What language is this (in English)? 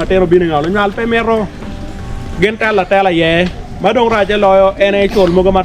Acoli